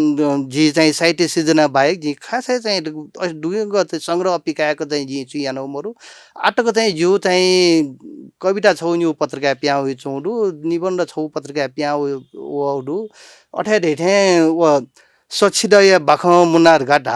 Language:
Newari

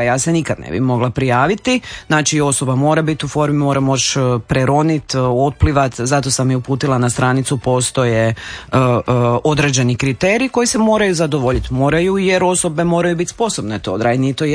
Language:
Croatian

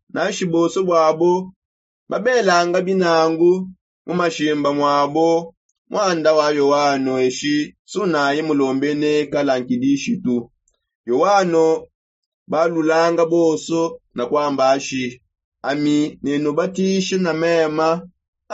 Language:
Songe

